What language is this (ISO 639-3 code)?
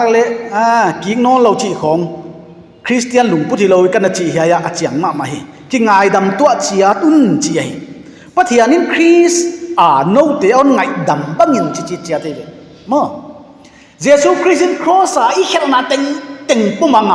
pck